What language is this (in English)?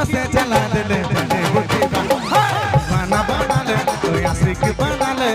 Sadri